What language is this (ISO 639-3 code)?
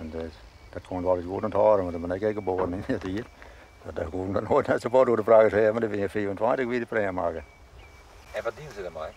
fry